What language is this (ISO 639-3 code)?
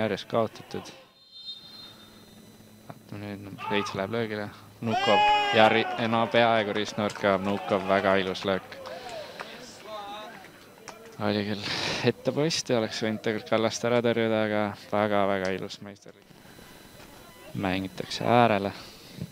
est